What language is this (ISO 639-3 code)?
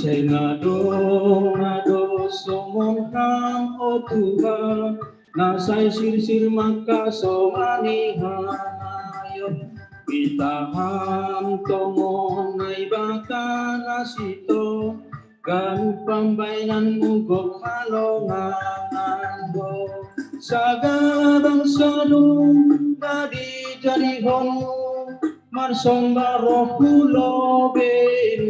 bts